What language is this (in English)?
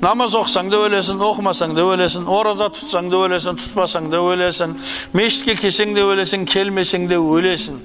Kazakh